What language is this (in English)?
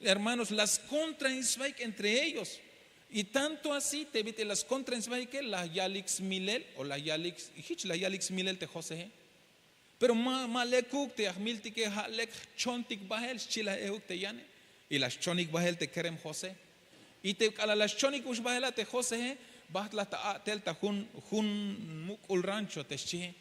Tzeltal